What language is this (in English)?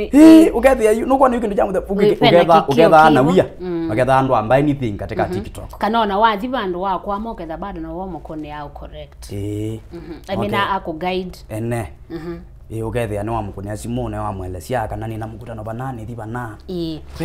Kamba